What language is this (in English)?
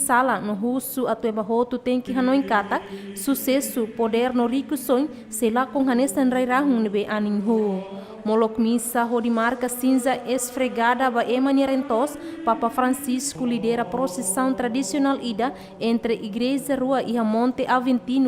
Tetum